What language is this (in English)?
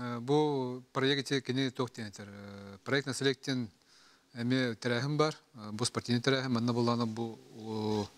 Yakut